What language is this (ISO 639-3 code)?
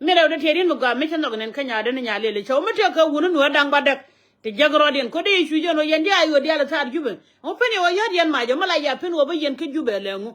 nus